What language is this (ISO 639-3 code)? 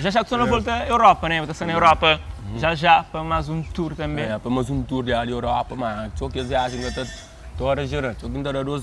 kea